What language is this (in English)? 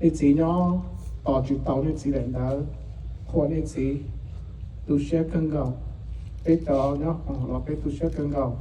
Hmong